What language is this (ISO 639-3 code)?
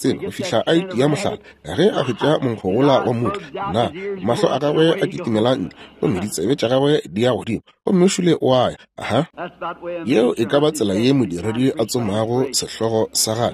nso